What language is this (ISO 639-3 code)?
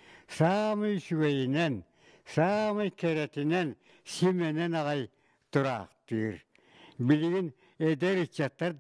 sah